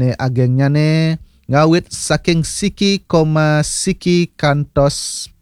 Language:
Balinese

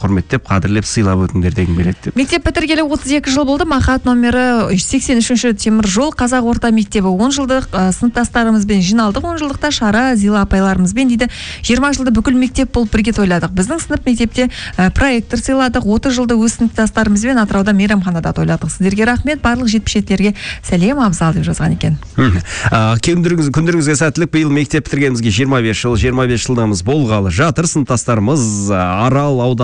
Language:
Kazakh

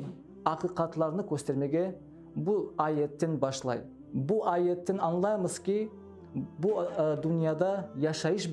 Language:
Crimean Tatar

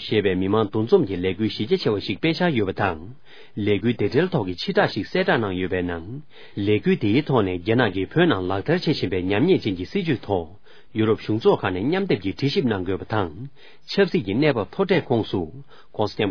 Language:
Tibetan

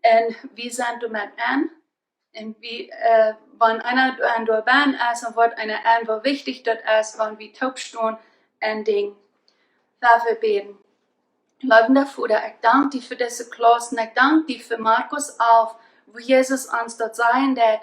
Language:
Plautdietsch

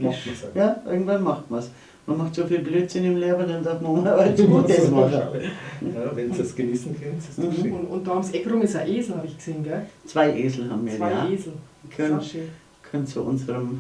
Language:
Bavarian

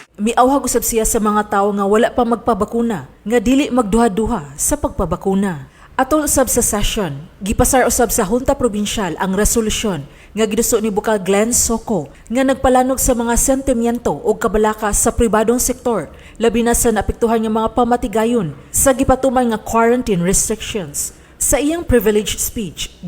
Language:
Cebuano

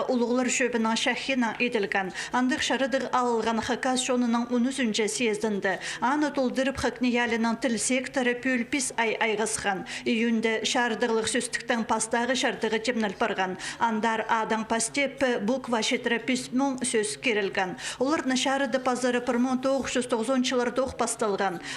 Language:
Khakas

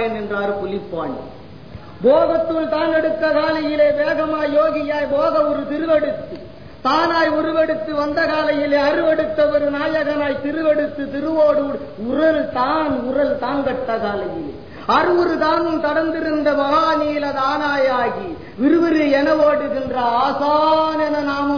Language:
Tamil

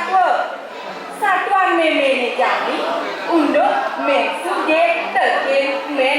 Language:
Balinese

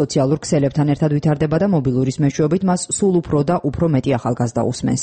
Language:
Georgian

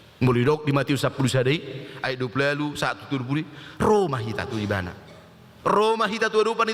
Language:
Batak Toba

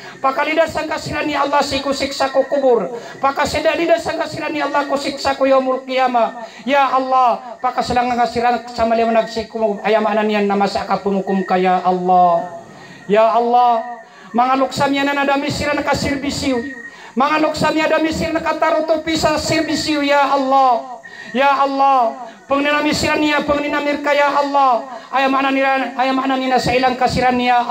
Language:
Maranao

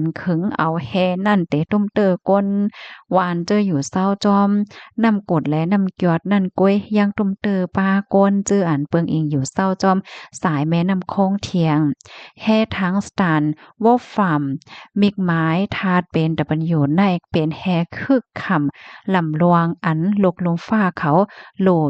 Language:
Shan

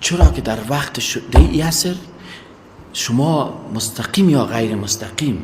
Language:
Persian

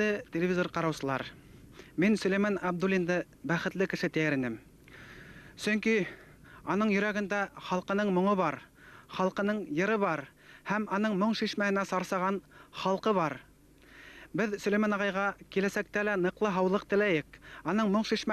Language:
Bashkir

